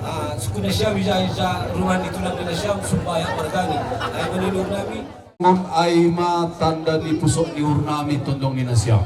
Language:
Batak Simalungun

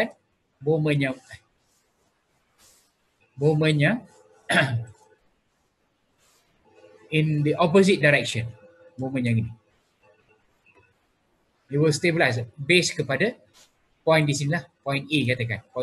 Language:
Malay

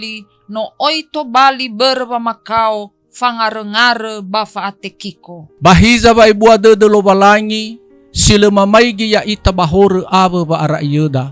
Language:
Nias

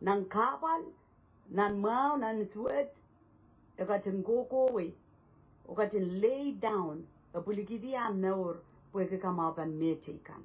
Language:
Pohnpeian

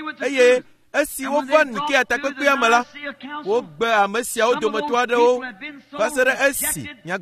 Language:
Ewe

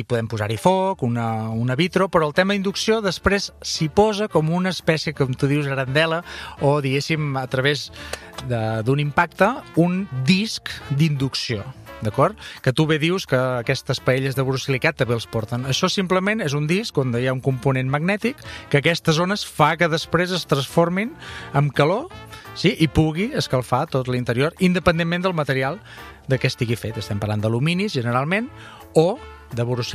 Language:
Catalan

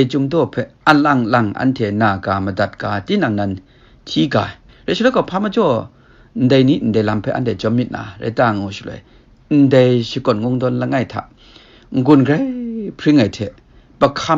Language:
Kachin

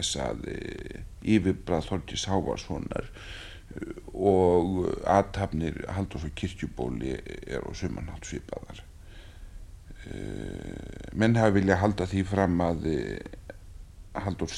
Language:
Icelandic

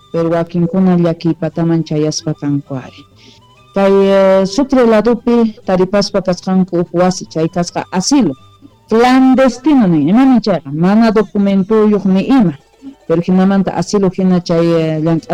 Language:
South Bolivian Quechua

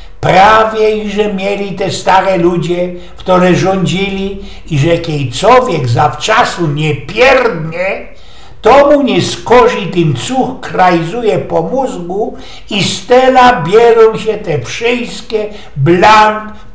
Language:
Silesian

